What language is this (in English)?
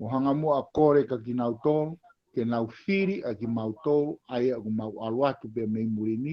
Tongan